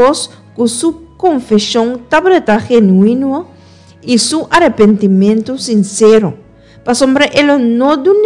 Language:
Papiamento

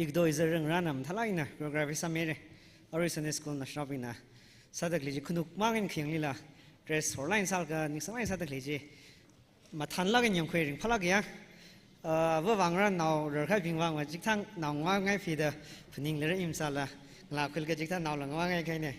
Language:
Tangkhul Naga (India)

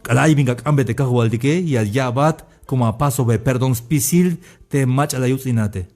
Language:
Tzeltal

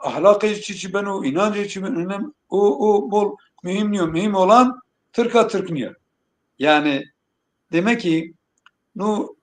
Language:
Zaza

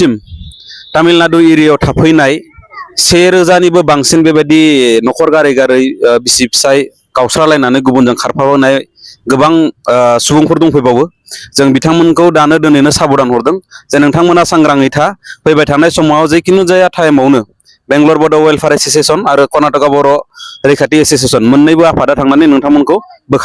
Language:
Bodo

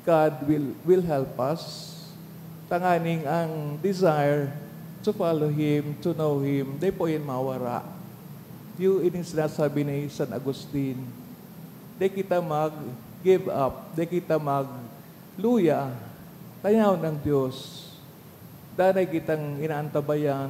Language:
Bikol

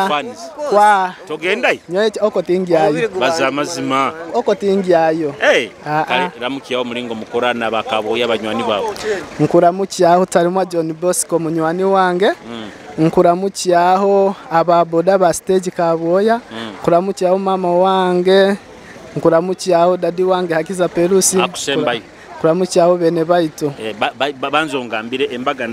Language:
Nyoro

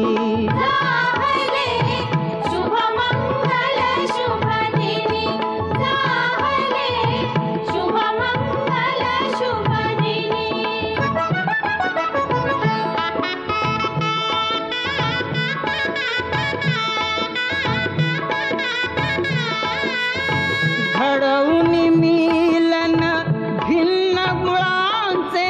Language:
Marathi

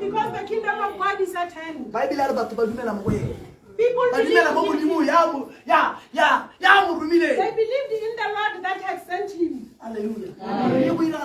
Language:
Tswana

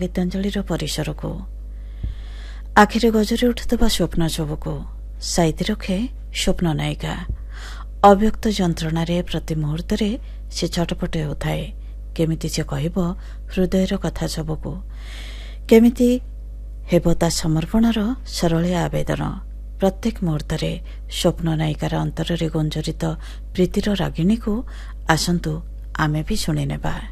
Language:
Odia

